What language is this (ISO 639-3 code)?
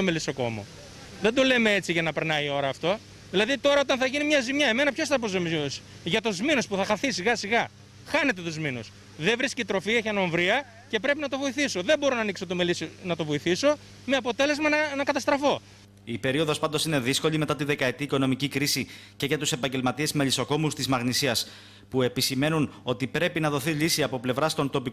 ell